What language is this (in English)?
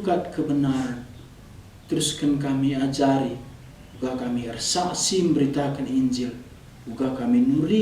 Batak Karo